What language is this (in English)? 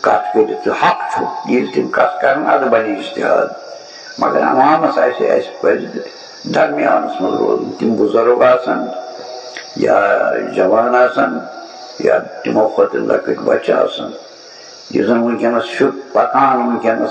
Kashmiri